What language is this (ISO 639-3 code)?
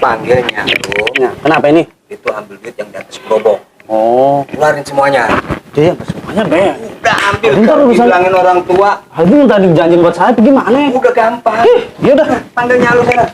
bew